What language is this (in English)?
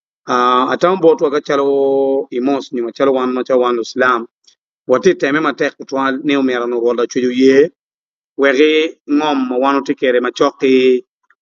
Acoli